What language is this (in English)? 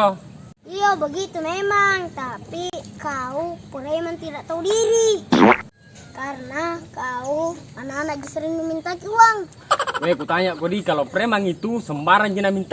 Makassar Malay